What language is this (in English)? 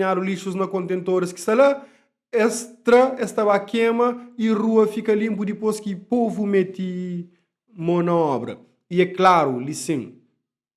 Kabuverdianu